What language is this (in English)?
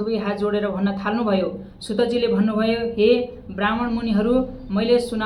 Nepali